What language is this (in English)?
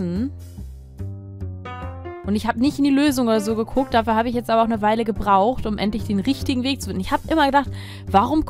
German